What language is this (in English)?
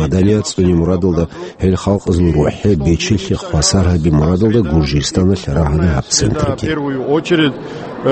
Avaric